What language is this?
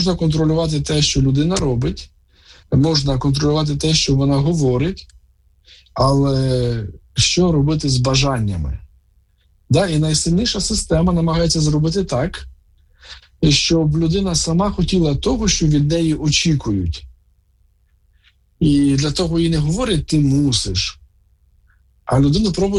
Ukrainian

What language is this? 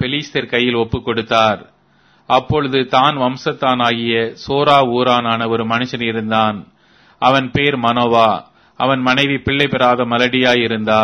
Tamil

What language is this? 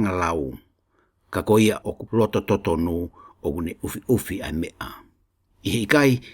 Tongan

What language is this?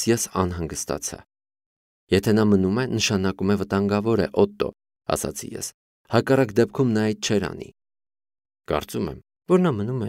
Armenian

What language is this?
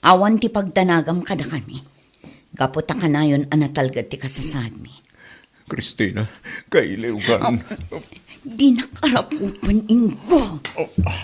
Iloko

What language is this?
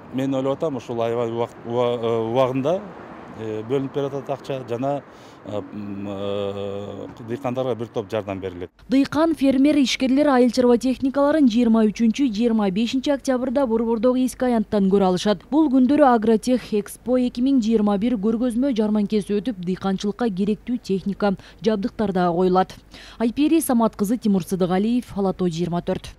Kyrgyz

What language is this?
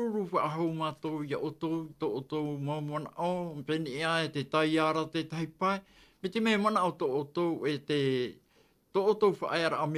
Tahitian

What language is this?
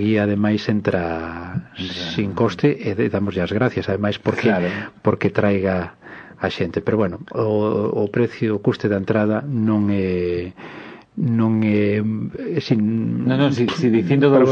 Galician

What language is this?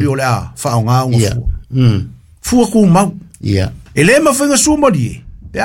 Samoan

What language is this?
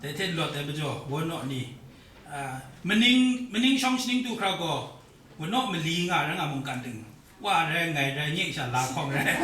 Kachin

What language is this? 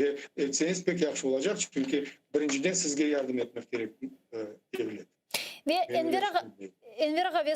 Crimean Tatar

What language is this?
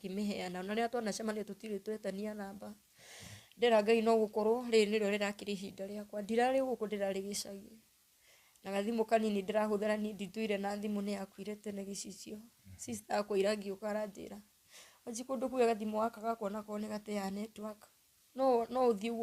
Kikuyu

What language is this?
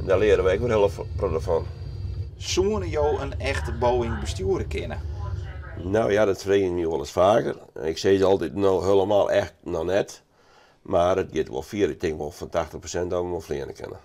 Western Frisian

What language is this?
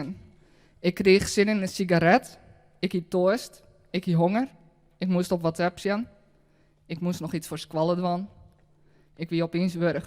Western Frisian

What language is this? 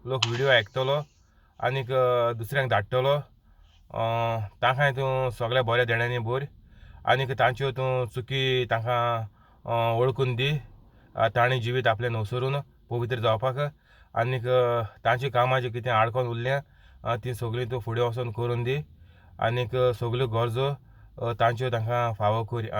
Konkani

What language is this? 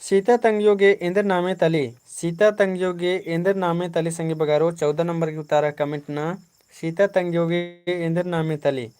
Kurukh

